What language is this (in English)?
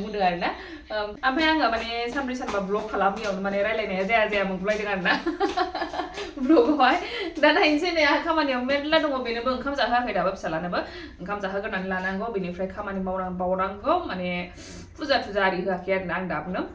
Bodo